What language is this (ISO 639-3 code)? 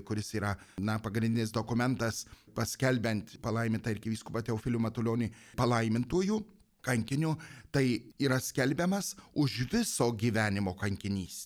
lit